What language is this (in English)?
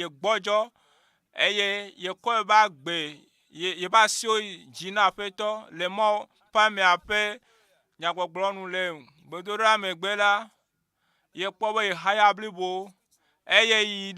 Ewe